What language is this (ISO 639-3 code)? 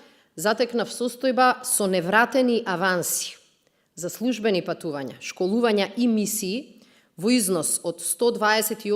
mkd